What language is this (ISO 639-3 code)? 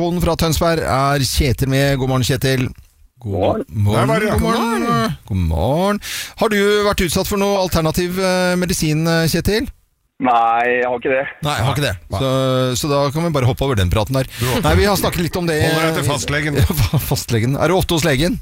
nor